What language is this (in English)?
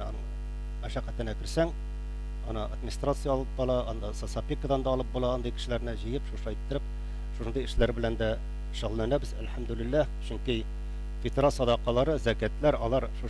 Tatar